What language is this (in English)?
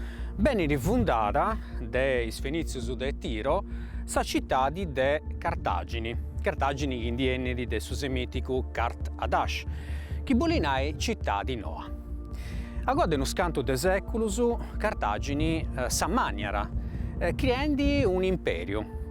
Sardinian